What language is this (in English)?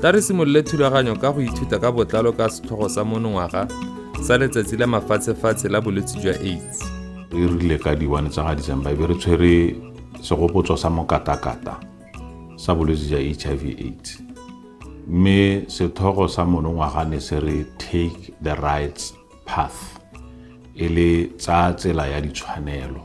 Tswana